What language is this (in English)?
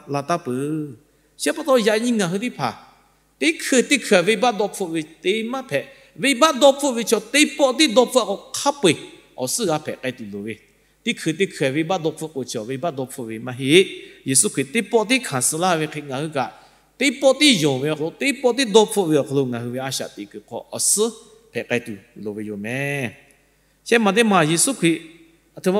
Lahu